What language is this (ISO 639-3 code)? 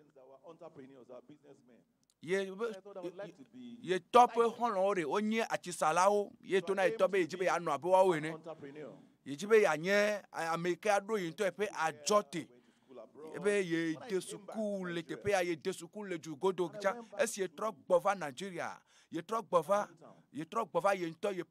ewe